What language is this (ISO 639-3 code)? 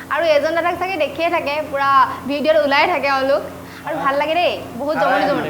asm